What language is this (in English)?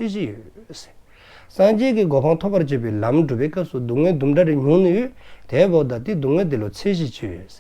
Dzongkha